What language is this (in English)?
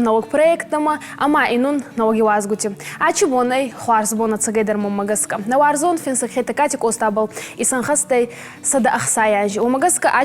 Ossetic